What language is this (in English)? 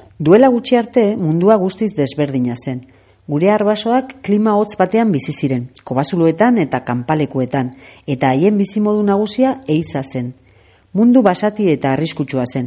Basque